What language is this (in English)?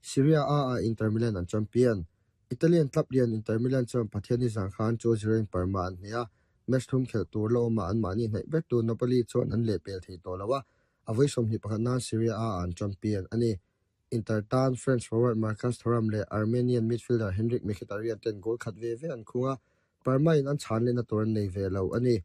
Mizo